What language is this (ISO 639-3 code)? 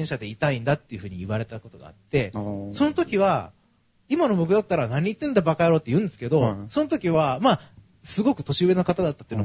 jpn